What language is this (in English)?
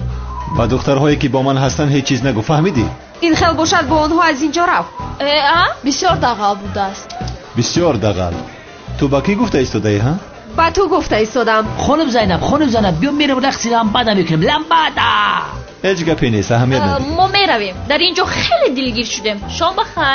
Tajik